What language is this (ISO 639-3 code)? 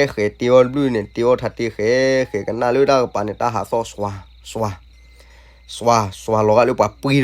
ksw